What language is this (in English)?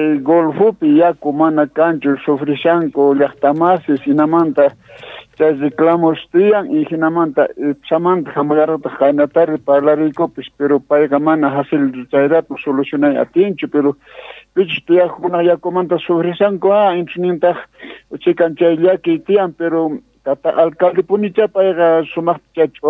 South Bolivian Quechua